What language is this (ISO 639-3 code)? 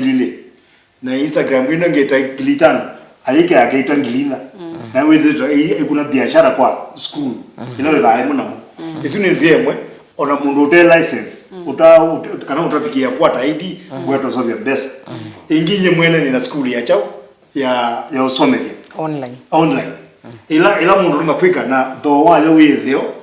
kam